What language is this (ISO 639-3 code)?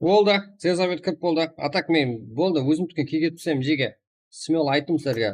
kaa